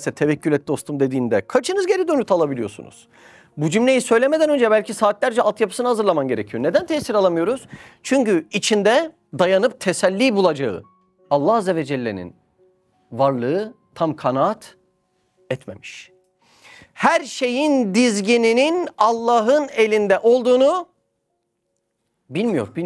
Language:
Turkish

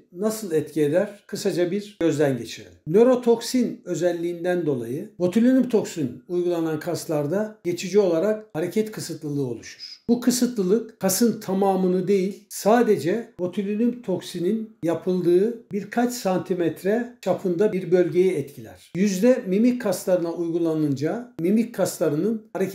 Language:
Turkish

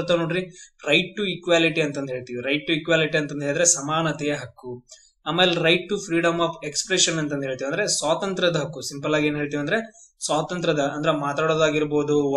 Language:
Kannada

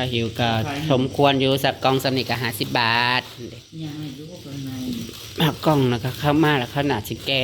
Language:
Northeastern Thai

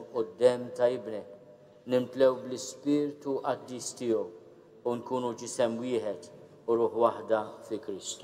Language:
Maltese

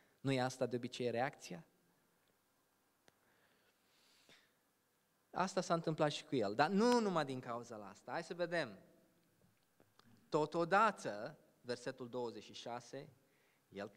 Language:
Romanian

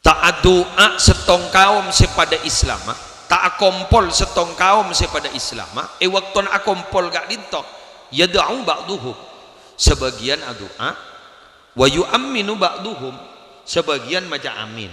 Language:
Madurese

